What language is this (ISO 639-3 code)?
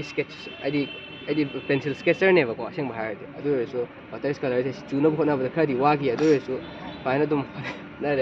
mni